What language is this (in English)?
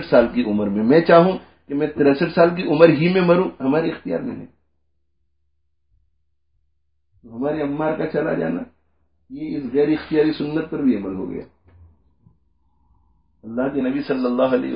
Urdu